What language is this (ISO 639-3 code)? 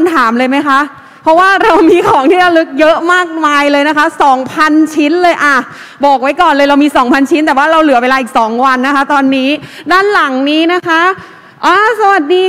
tha